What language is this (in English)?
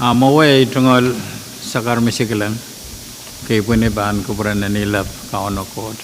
Pohnpeian